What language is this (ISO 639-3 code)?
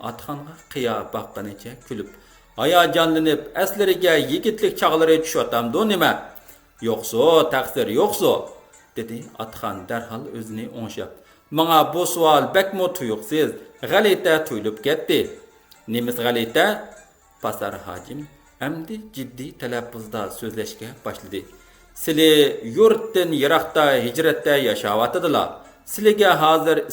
uig